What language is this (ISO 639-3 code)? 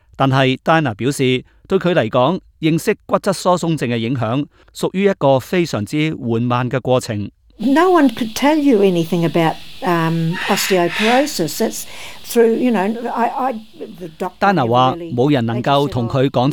yue